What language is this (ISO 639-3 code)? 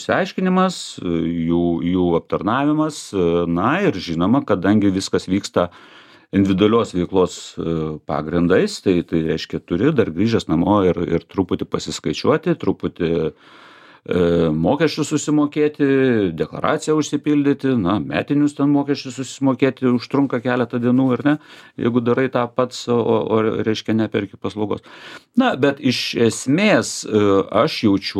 lit